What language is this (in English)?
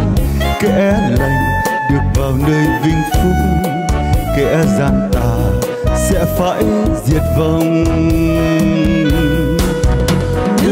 Vietnamese